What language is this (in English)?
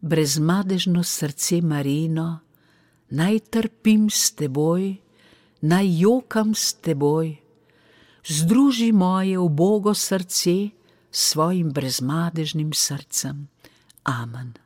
Slovenian